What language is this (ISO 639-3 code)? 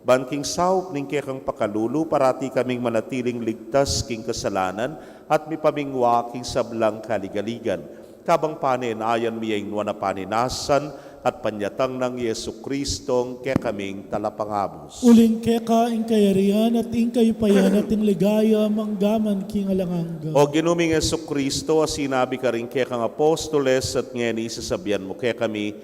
pam